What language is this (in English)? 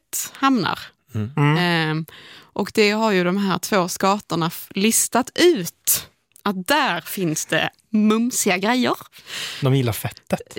Swedish